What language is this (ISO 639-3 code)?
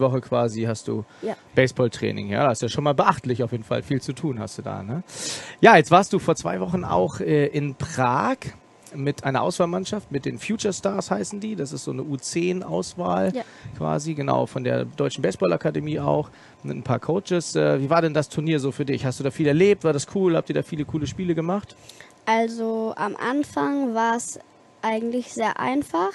deu